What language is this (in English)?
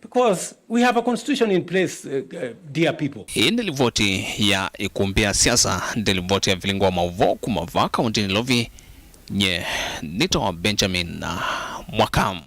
Kamba